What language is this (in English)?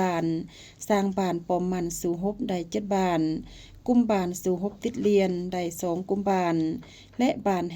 Lao